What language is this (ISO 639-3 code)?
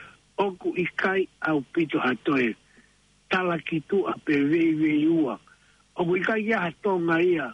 ton